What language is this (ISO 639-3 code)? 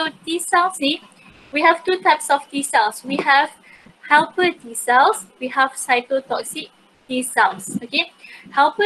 msa